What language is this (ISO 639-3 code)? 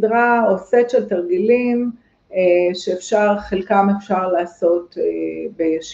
heb